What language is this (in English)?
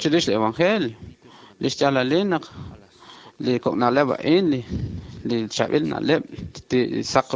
Kekchí